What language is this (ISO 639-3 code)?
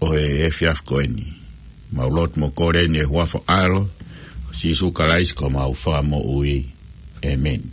ton